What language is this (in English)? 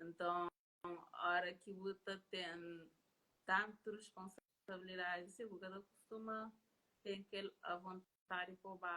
Kabuverdianu